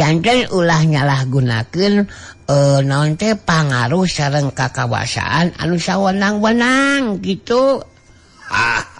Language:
Sundanese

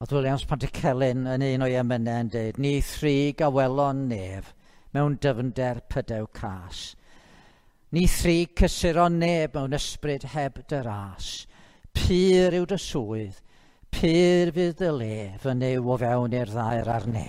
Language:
Welsh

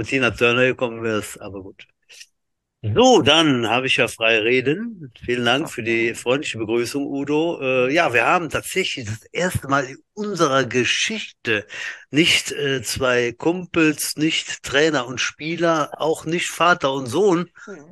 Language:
German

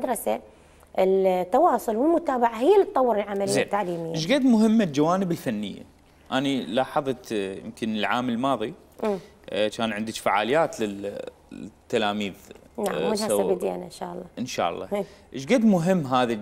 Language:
Mesopotamian Arabic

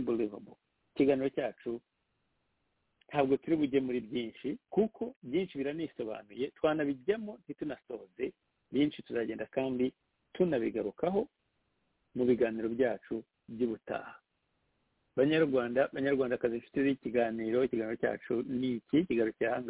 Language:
Kinyarwanda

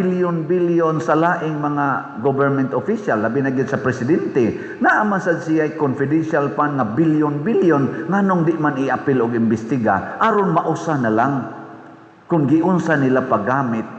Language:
Cebuano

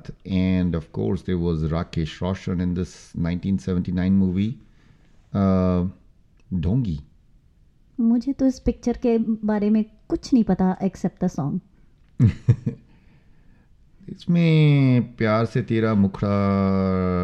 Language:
Hindi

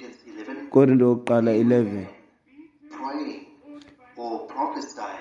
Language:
Xhosa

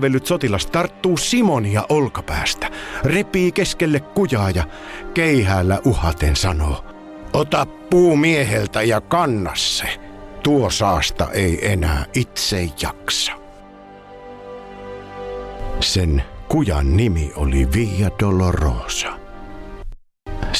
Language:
Finnish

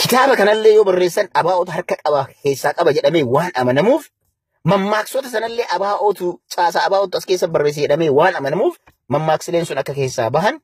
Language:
Oromo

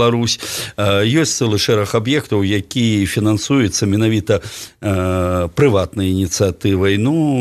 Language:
Belarusian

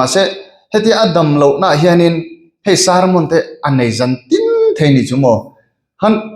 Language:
Mizo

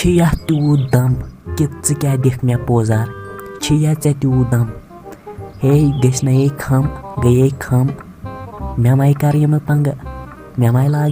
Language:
Kashmiri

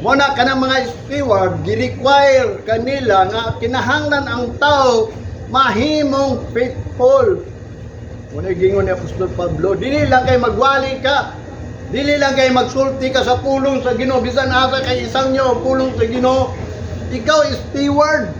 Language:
Cebuano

